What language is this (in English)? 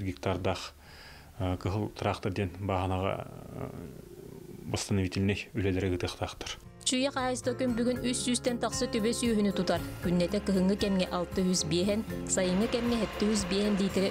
Yakut